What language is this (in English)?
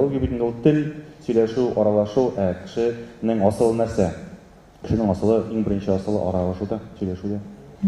Tatar